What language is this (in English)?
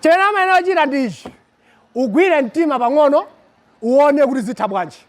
Nyanja